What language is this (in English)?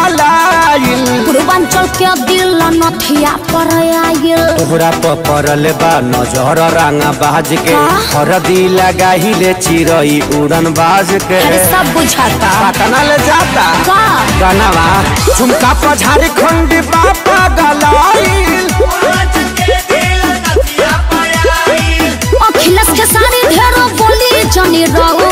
Bhojpuri